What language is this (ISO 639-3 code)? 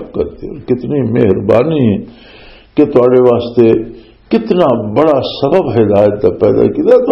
lah